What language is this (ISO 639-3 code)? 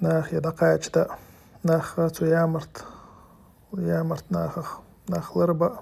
che